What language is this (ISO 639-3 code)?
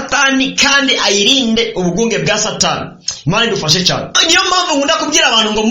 run